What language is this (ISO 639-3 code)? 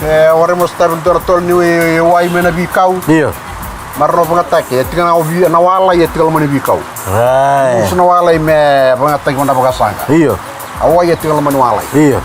fij